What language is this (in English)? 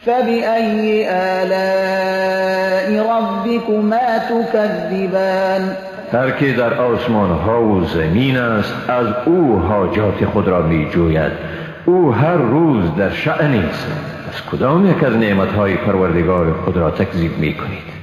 Persian